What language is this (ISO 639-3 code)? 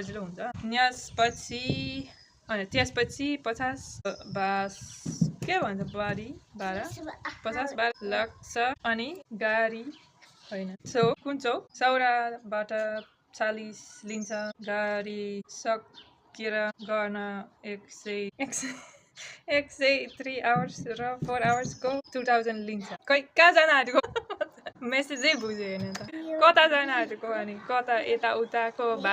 nep